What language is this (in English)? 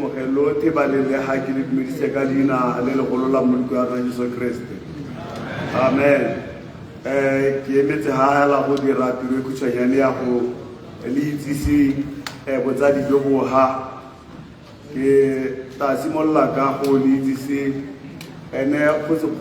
Tswana